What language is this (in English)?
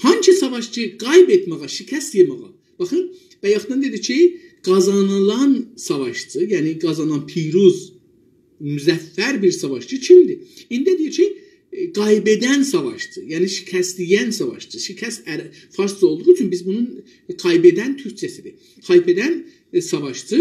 South Azerbaijani